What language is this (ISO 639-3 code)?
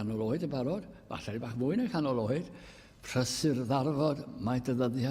cym